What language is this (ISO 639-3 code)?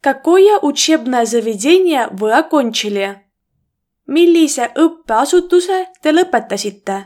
est